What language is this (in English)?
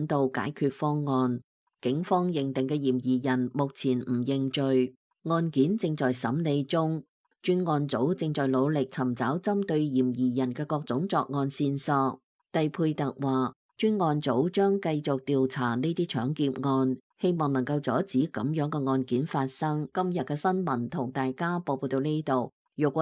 Cantonese